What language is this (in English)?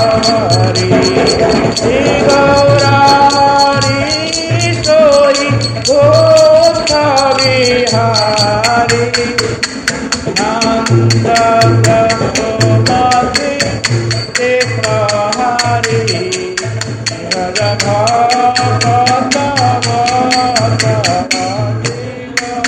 Odia